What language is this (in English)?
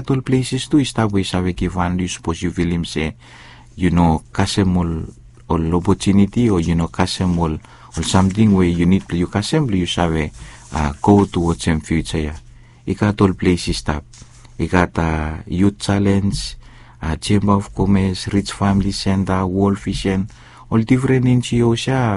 Bislama